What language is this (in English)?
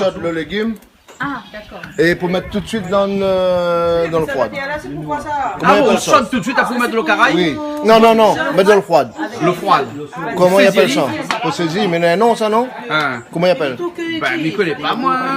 Réunion Creole French